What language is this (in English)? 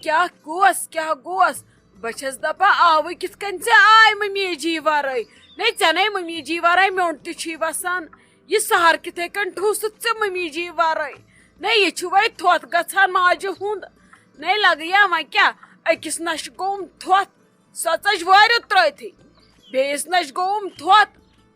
Kashmiri